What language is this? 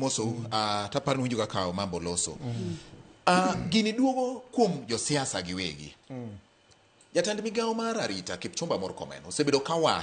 Luo (Kenya and Tanzania)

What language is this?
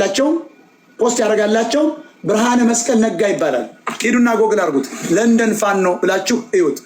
Amharic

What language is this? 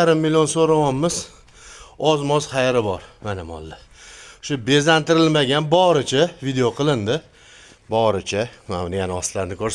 Uzbek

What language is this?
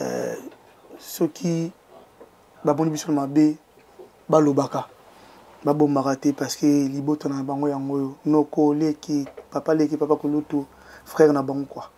Lingala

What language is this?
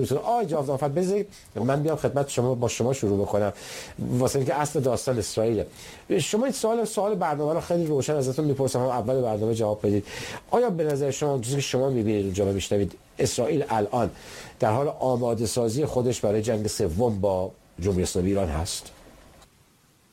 Persian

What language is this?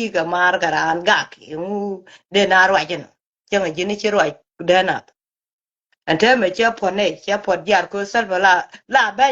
Nuer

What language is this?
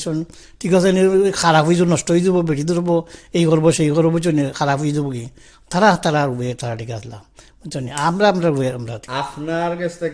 Sylheti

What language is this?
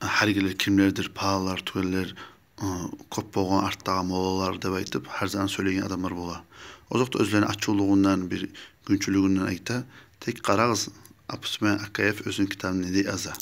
Kumyk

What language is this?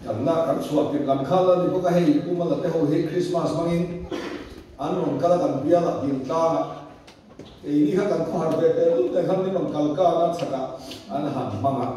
Mizo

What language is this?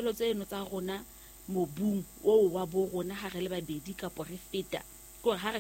Southern Sotho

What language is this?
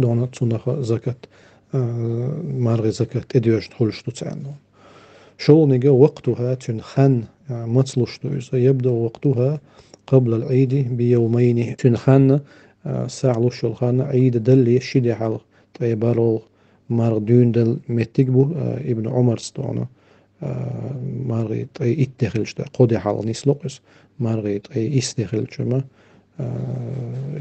Chechen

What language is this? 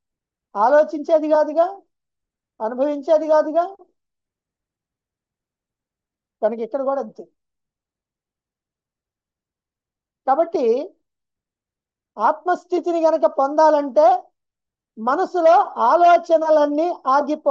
Telugu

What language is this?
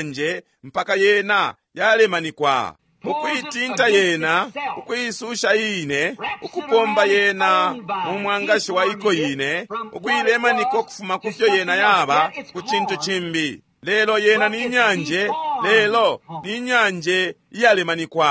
Bemba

